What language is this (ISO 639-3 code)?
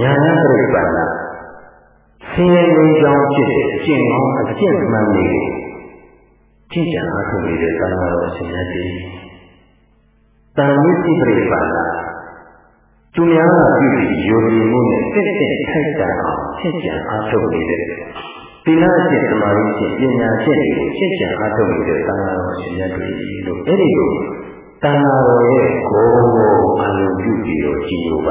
mya